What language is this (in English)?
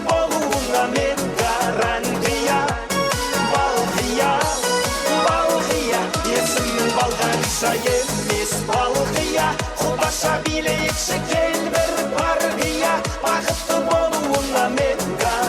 Kara-Kalpak